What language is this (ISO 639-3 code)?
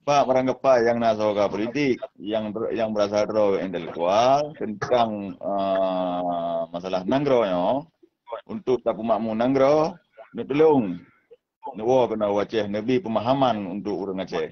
ace